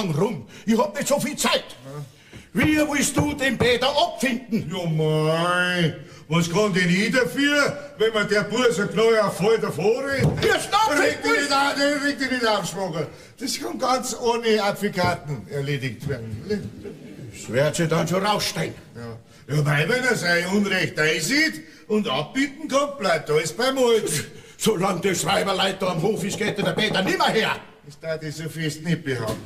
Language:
Bavarian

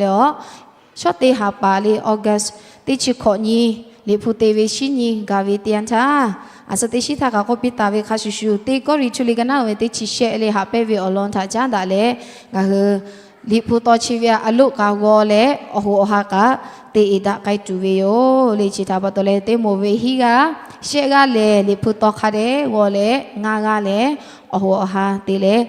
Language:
Lahu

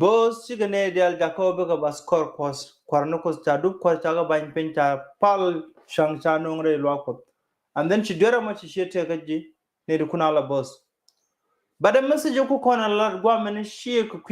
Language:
Nuer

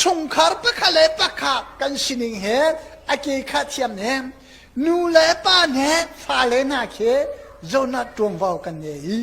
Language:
Hakha Chin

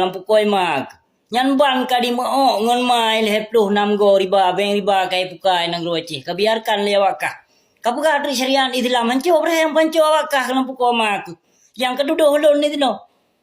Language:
Achinese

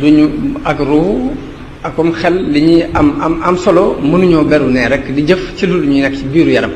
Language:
Wolof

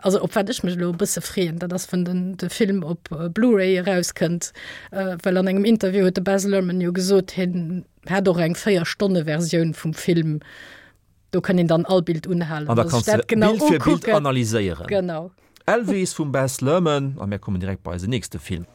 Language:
Luxembourgish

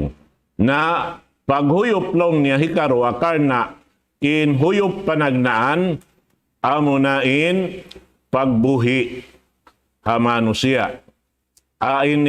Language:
Tausug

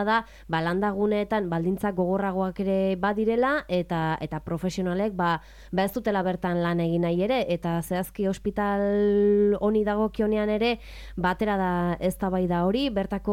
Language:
Basque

